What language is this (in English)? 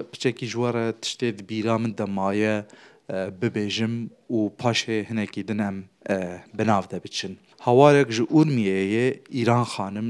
Kurdish